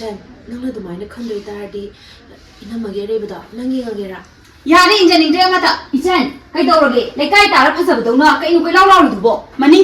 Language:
Manipuri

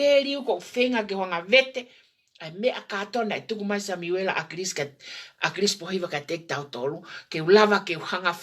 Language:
Tongan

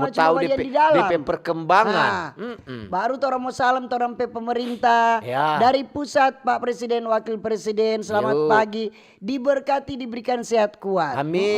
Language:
Manado Malay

